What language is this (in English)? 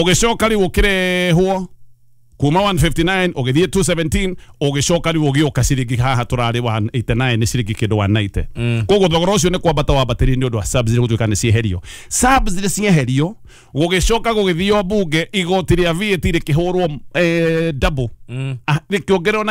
Kikuyu